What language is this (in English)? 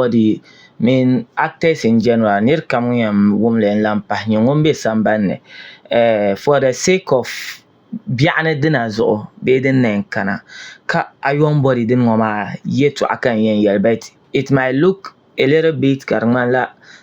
Dagbani